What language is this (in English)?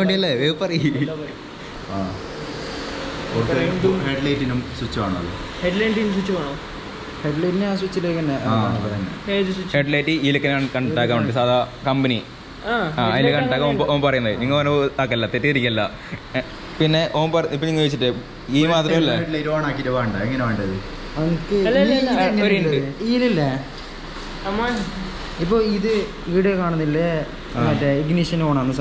Malayalam